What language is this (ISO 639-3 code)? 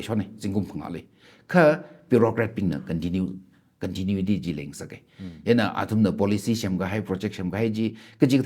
nmf